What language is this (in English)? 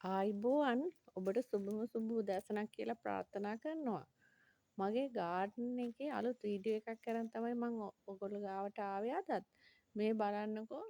Sinhala